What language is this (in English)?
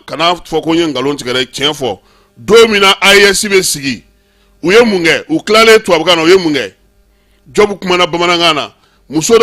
Bambara